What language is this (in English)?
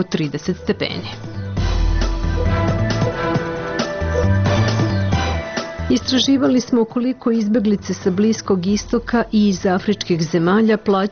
Serbian